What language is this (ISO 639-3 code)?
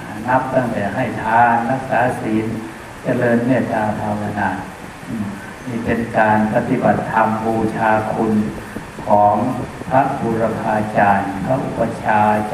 tha